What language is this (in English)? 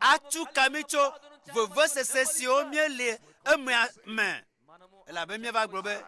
Ewe